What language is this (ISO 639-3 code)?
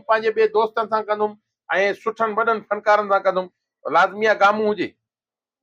snd